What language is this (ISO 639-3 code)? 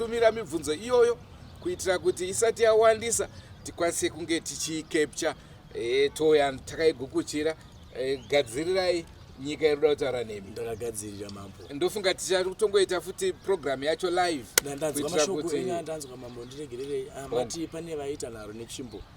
sna